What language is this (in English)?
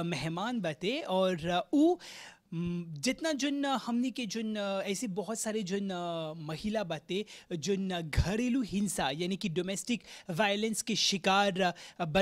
Bhojpuri